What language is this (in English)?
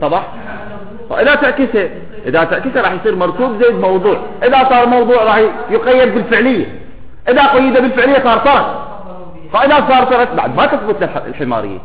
Mesopotamian Arabic